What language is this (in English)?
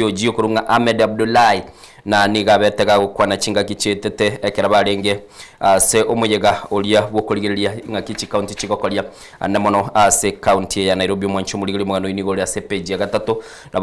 Gusii